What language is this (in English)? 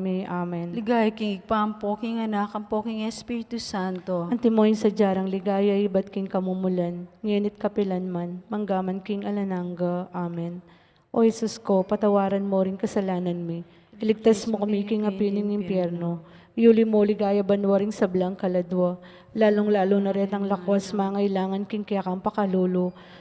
Pampanga